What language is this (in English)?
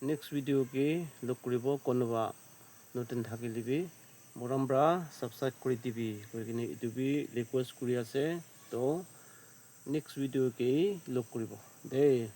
Naga Pidgin